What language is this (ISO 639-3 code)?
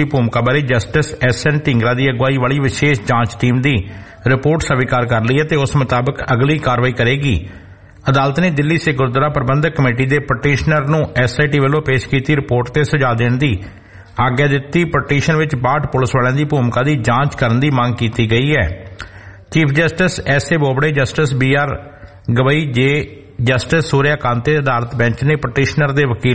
pan